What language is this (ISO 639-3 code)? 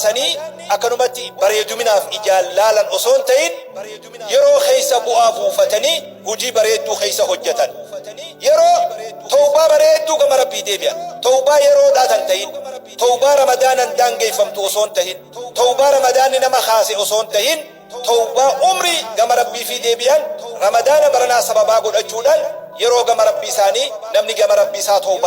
orm